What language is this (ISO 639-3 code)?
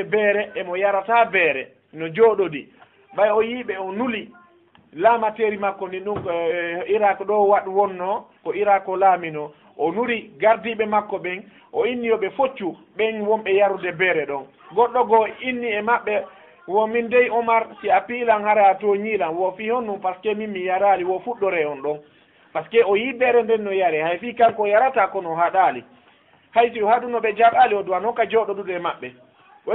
ful